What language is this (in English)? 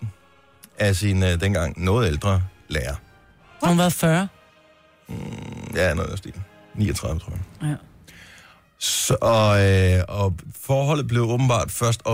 Danish